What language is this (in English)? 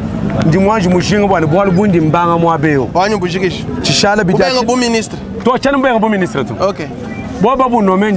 Luba-Lulua